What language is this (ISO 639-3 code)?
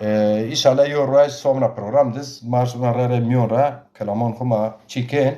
zza